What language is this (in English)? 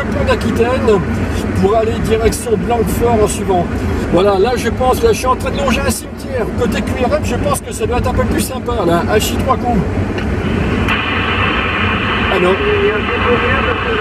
French